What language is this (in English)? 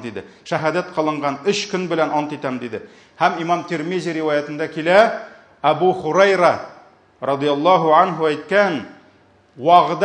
Tatar